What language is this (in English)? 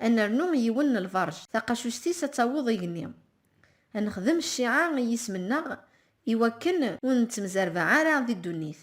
Kabyle